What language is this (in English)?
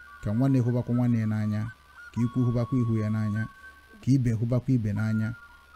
Igbo